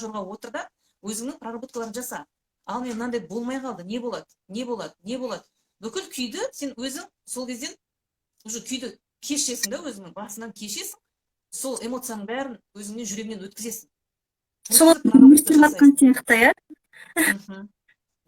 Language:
Kazakh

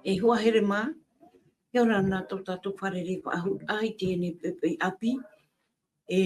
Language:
Tahitian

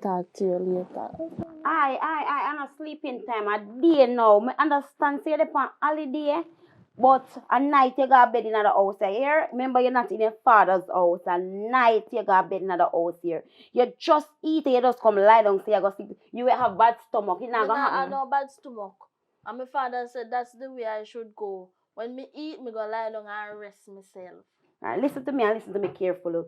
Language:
Jamaican Creole English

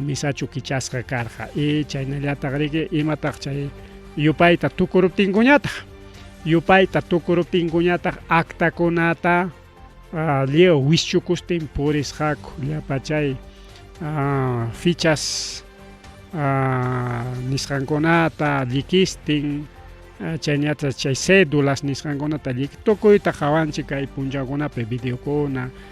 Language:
Ayacucho Quechua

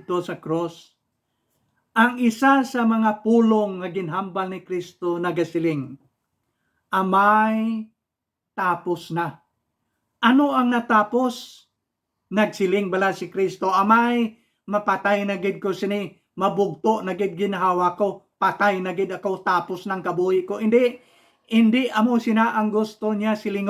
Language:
Hiligaynon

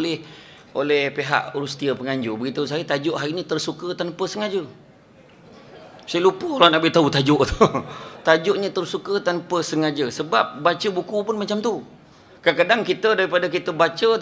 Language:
Malay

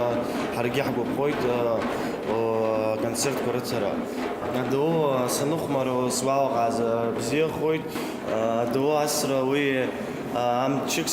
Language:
Abkhazian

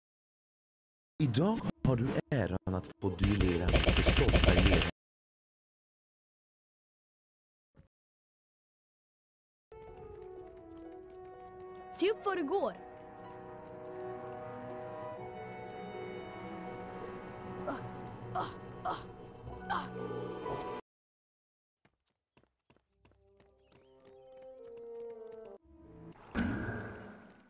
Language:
Swedish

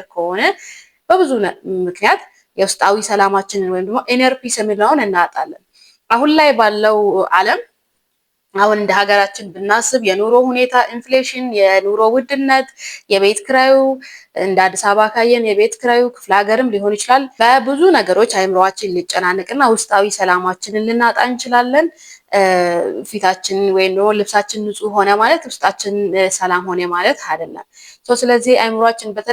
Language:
Amharic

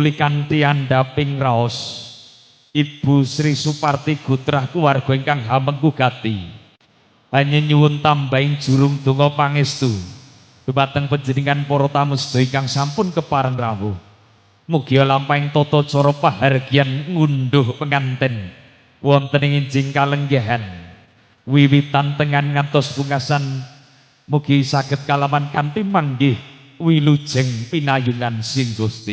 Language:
Javanese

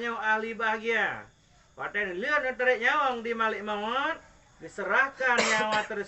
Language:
Achinese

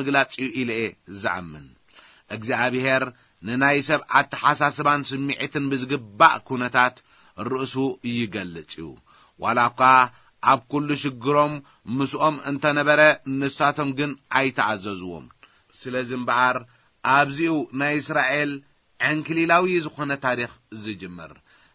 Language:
Tigrinya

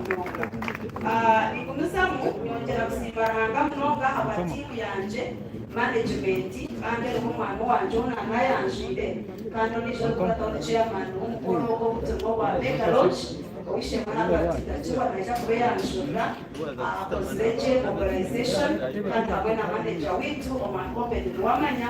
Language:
Nyankole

